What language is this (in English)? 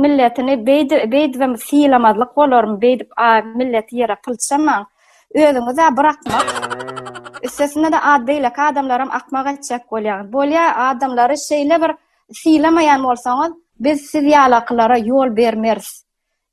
Turkmen